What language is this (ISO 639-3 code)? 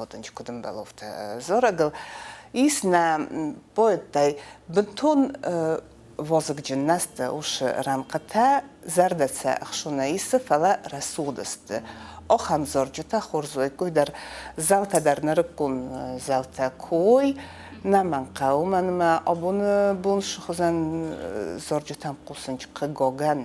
oss